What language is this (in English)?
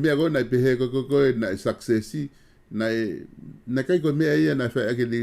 Tongan